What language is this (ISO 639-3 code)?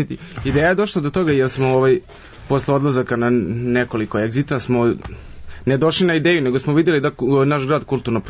srp